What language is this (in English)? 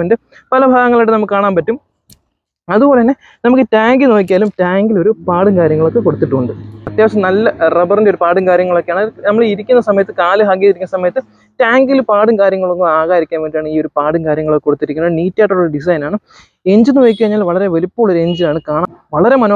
Malayalam